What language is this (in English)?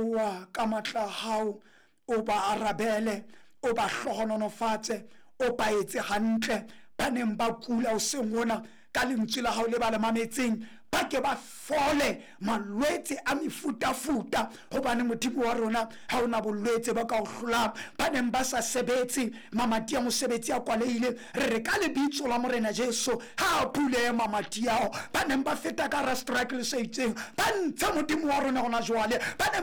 Southern Sotho